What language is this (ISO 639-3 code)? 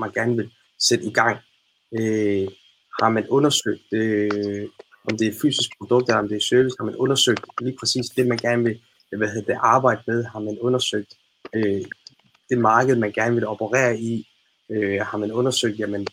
dan